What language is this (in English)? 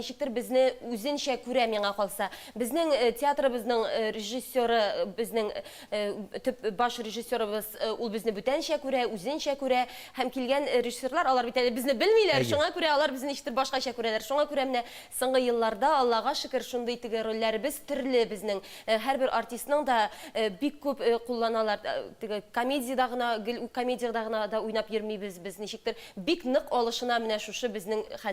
Tatar